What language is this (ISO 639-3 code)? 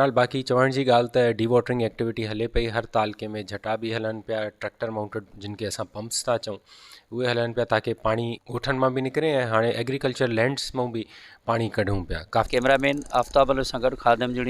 snd